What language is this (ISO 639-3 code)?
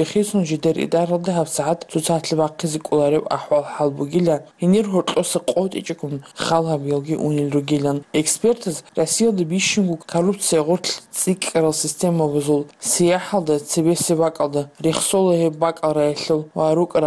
ava